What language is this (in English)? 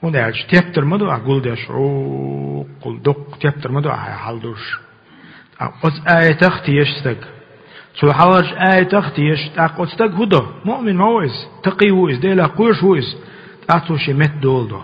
Chechen